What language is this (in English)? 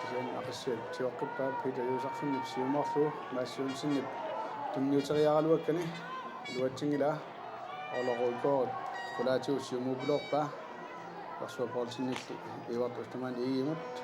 Kalaallisut